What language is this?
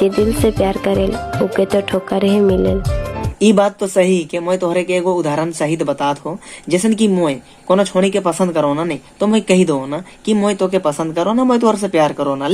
Sadri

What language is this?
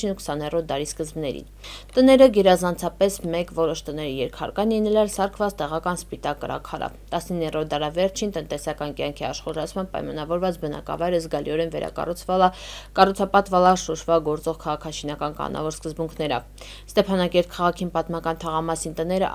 Armenian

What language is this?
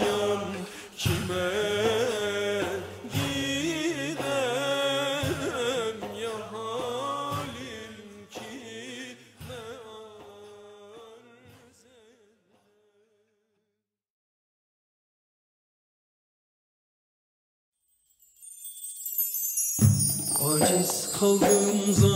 Turkish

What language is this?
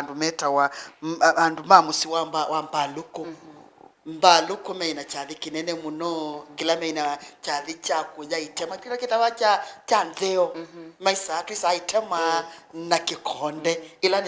Kamba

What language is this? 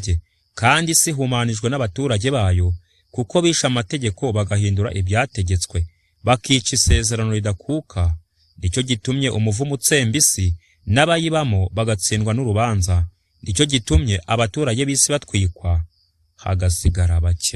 Kinyarwanda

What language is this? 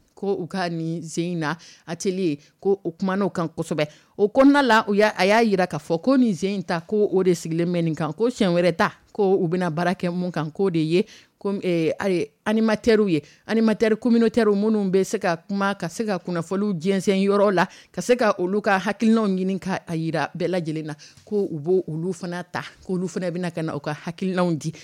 Dyula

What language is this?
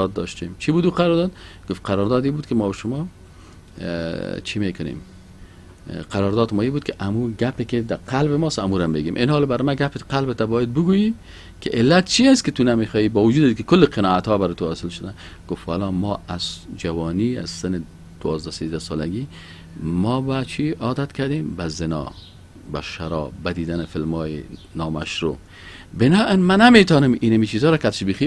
Persian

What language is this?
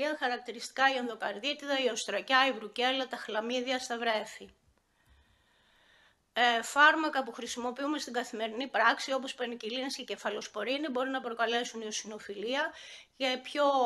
Greek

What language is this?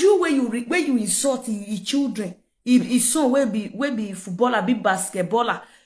Nigerian Pidgin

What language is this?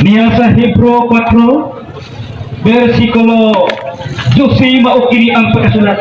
Cebuano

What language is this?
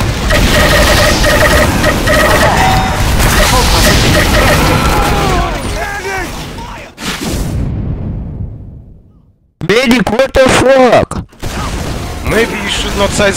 English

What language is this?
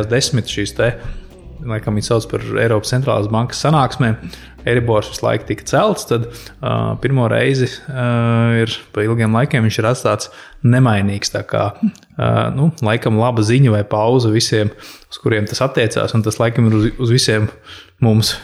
Latvian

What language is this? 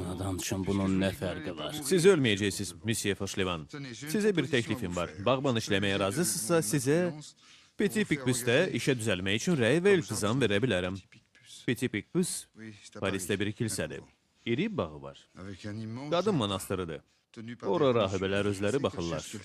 Azerbaijani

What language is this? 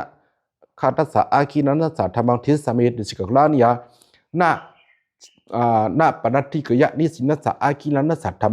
Pali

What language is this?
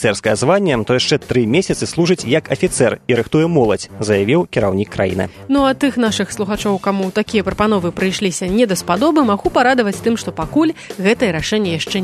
Belarusian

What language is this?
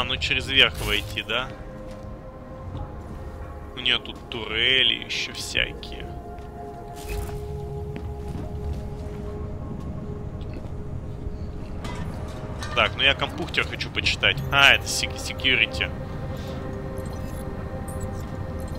Russian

